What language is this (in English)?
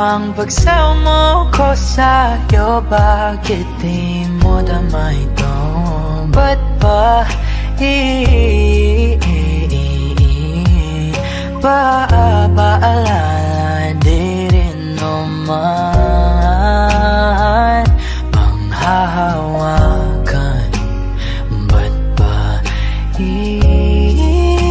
Filipino